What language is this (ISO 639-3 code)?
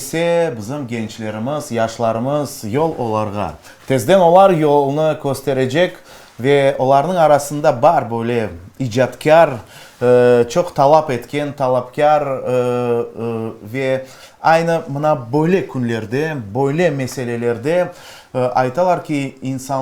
crh